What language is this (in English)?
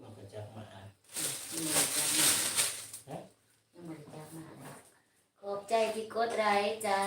Lao